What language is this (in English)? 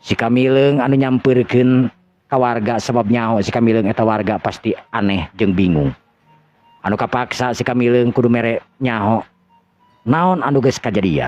Sundanese